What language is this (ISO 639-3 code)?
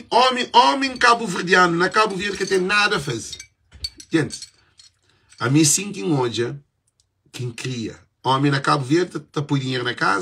kea